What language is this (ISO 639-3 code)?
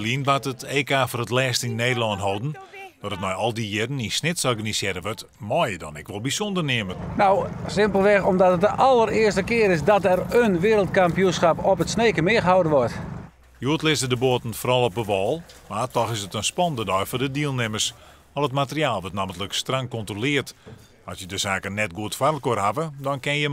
fry